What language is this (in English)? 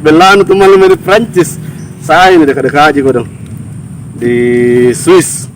Makassar Malay